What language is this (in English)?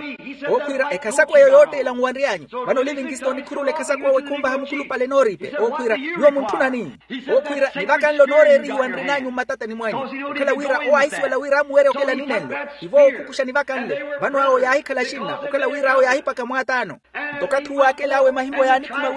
Makhuwa